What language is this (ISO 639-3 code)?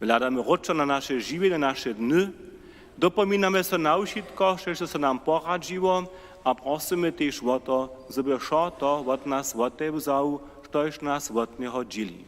hsb